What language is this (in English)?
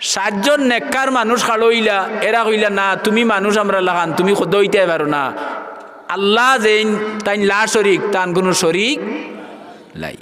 Sylheti